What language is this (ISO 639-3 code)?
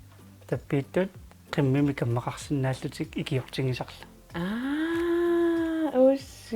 kal